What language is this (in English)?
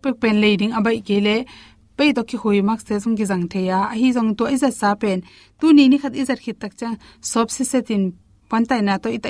Tedim Chin